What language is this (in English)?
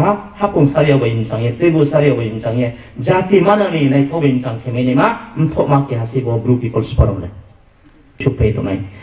Riang (India)